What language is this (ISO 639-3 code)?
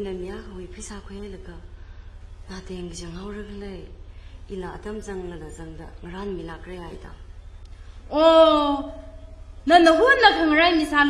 nmf